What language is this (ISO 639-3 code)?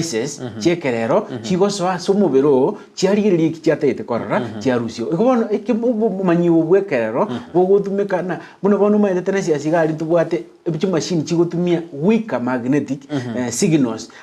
guz